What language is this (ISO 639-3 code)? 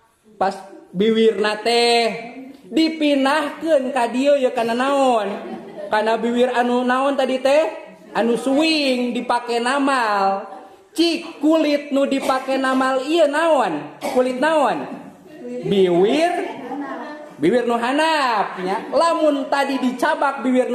sun